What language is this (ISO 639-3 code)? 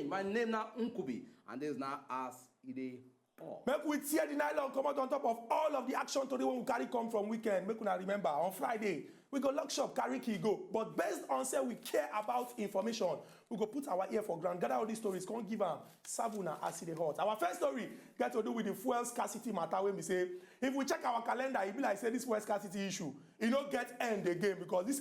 pcm